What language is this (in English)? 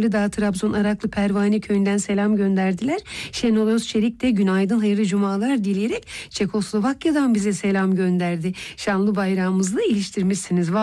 Turkish